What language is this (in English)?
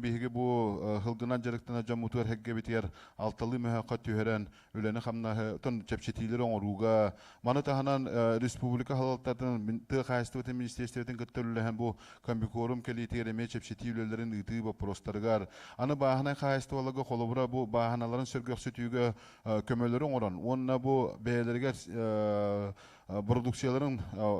Yakut